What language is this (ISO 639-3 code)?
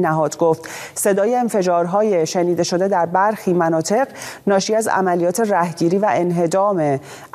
fas